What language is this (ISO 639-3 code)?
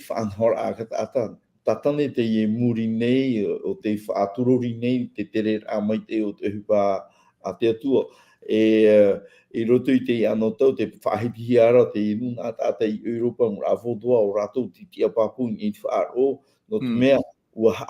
tah